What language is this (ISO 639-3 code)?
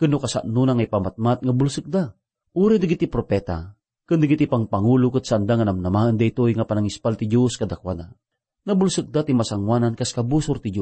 ilo